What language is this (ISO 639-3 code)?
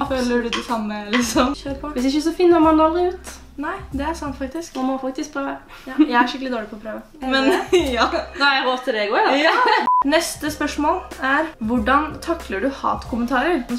nor